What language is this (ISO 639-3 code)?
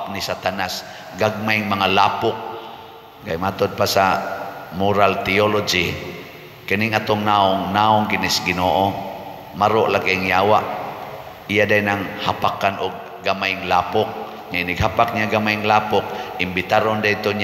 ceb